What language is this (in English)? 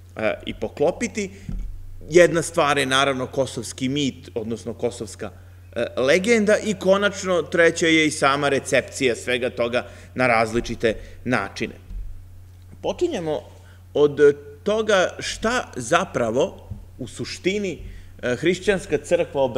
Serbian